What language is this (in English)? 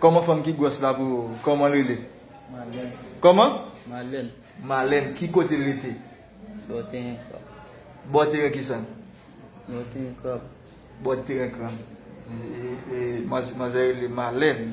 Haitian Creole